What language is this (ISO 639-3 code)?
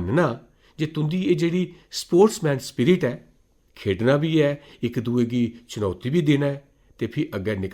doi